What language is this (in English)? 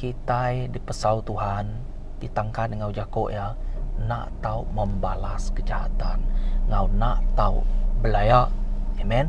Iban